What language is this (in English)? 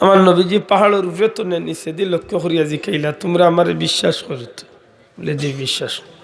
Sylheti